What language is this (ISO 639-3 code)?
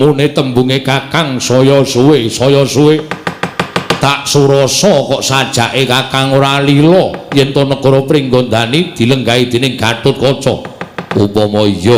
jav